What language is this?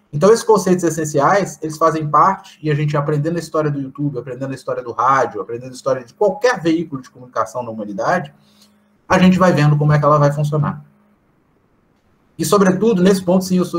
Portuguese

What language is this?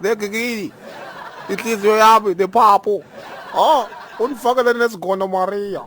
Zulu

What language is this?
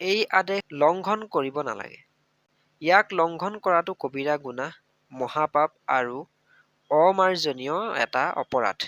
Assamese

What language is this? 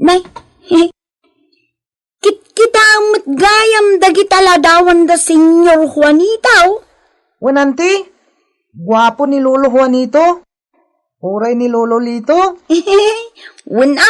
Iloko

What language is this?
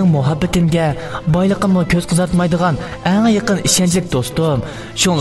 Uyghur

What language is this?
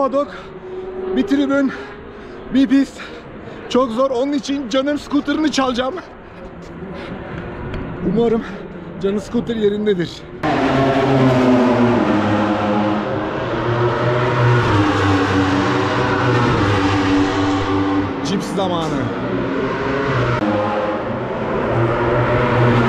Turkish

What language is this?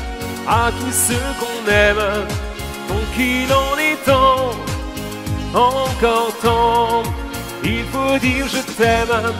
French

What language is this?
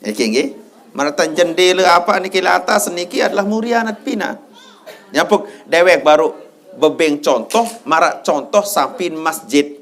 Sasak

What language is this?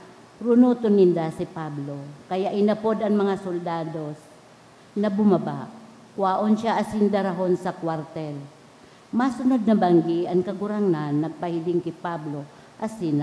Bikol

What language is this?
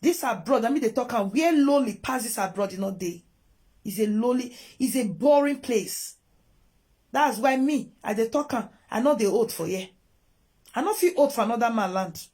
Nigerian Pidgin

